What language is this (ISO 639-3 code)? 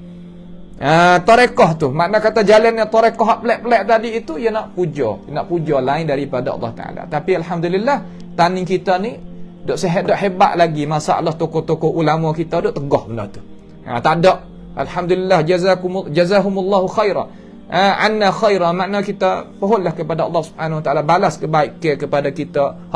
msa